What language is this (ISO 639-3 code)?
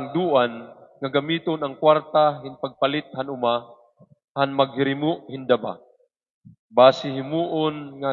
war